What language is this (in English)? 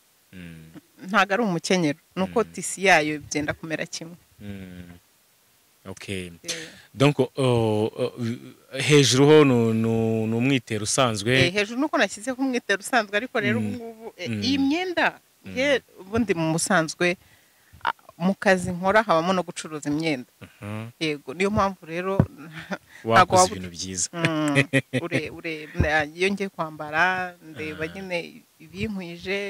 Kinyarwanda